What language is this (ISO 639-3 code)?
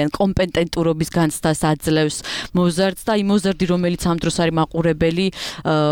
kat